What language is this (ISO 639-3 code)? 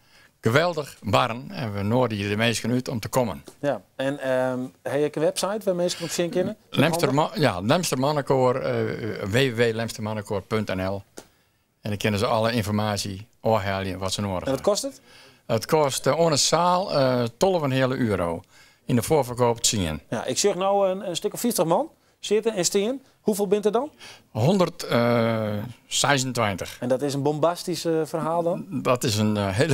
fry